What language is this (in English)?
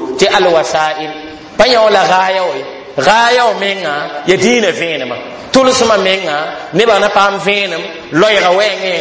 Mossi